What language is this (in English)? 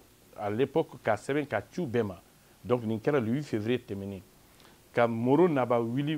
Bambara